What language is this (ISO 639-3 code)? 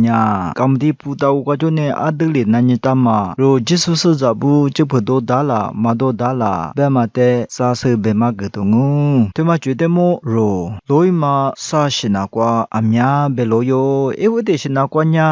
lis